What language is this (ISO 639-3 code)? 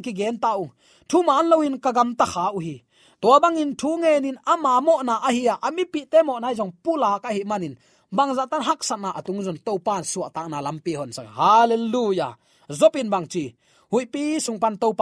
ctd